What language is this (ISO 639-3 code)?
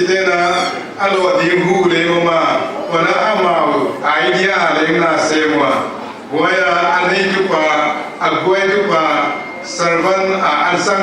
pck